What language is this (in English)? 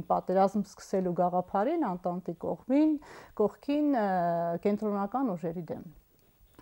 Armenian